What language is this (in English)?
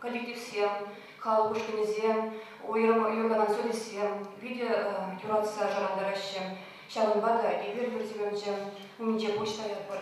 Chuvash